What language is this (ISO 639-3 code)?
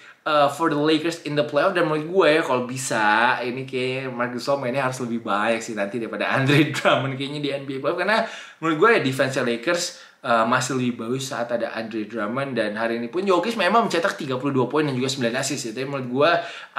ind